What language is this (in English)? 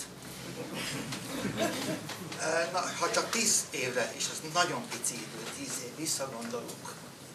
Hungarian